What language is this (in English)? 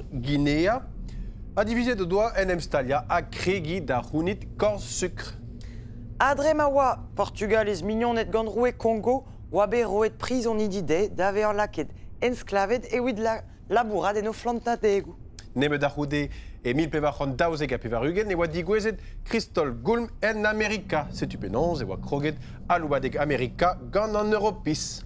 Breton